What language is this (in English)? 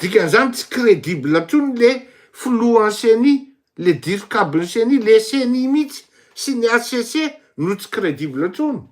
Malagasy